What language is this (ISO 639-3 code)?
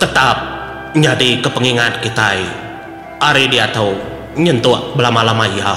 iba